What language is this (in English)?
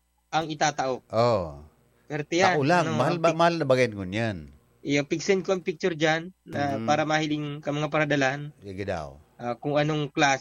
Bikol